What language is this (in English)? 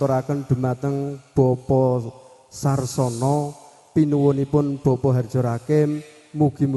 Javanese